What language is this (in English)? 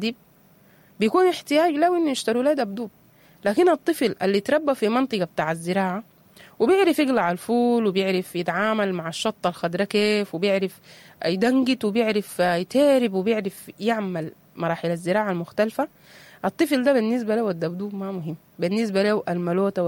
Sudanese Arabic